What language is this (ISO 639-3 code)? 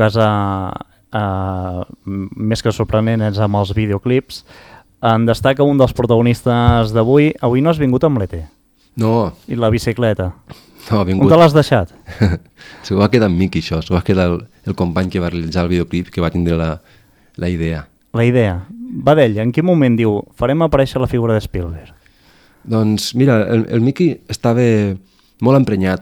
cat